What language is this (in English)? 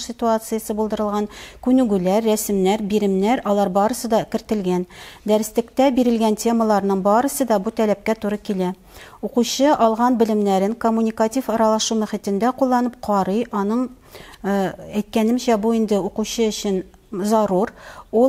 Tatar